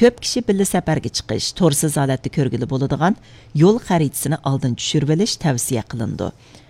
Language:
Uyghur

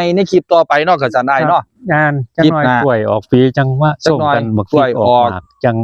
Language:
Northeastern Thai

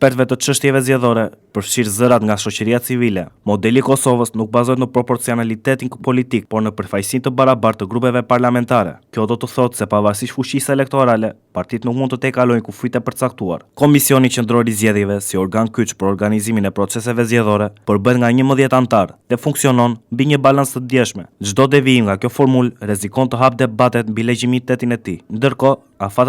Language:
Albanian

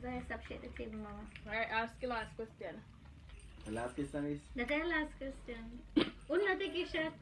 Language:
Jamaican Creole English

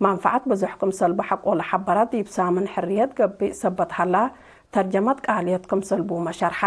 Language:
Tigre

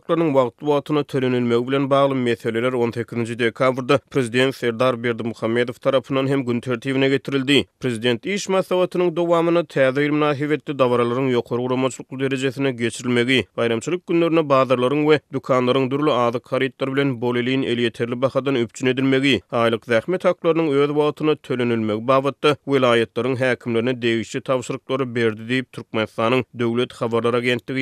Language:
Turkmen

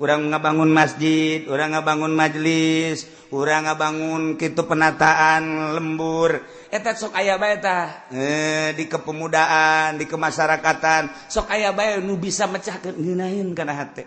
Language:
Sundanese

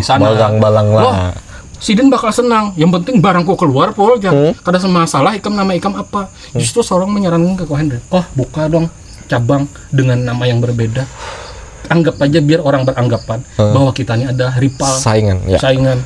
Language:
Banjar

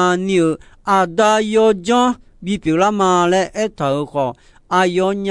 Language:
Akha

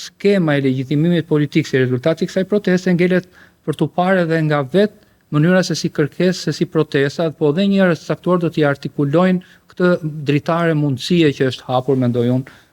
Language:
Albanian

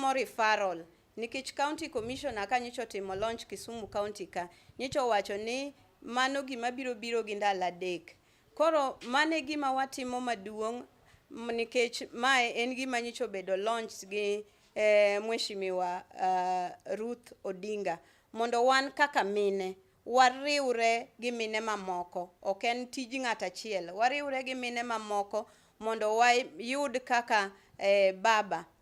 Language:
Luo (Kenya and Tanzania)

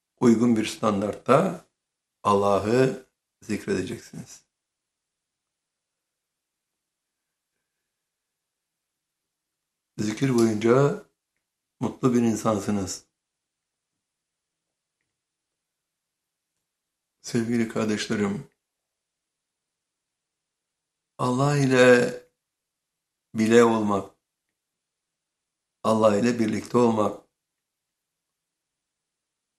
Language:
Turkish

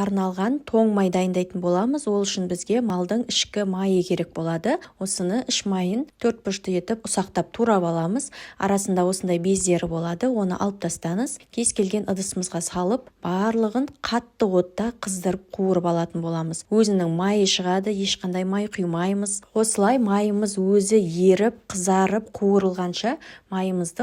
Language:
Kazakh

